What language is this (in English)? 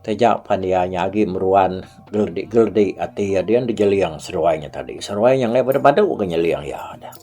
Iban